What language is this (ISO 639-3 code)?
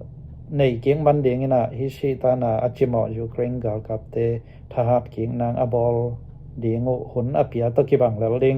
ctd